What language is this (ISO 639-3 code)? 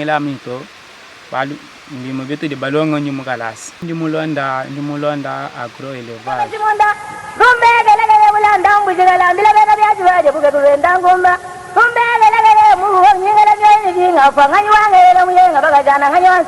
lua